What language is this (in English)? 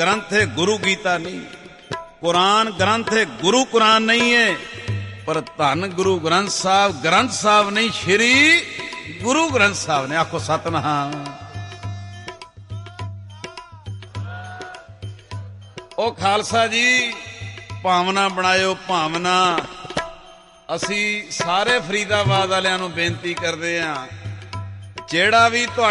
Punjabi